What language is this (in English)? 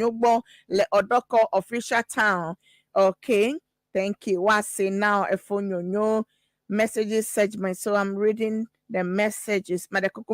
Ewe